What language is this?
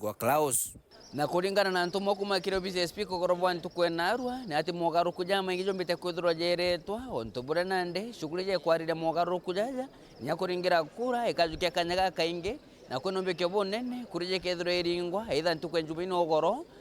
Meru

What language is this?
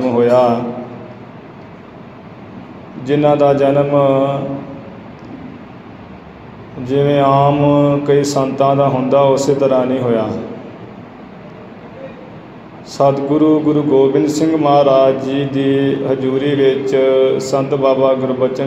Punjabi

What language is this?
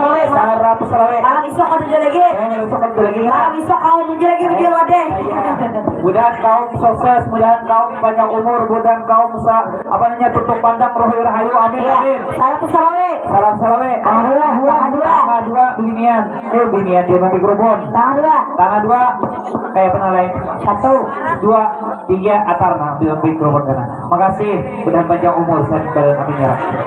Banjar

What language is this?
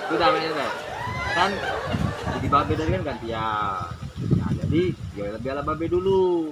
Musi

